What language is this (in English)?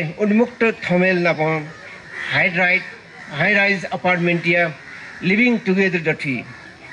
Newari